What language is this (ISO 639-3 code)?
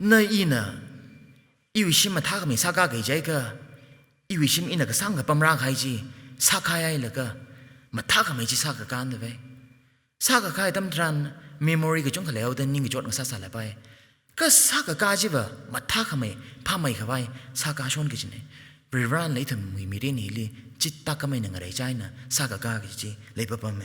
nmf